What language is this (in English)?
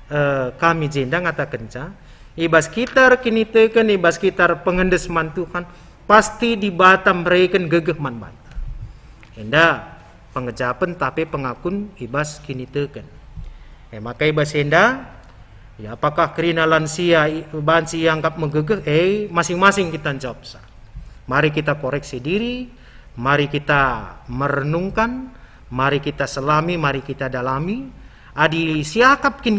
Batak Karo